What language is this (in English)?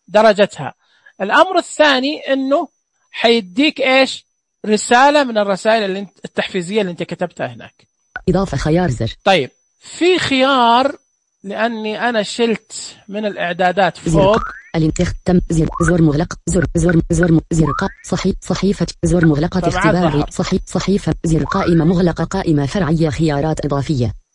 Najdi Arabic